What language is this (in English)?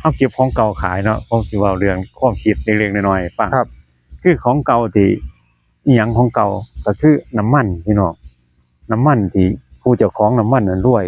Northeastern Thai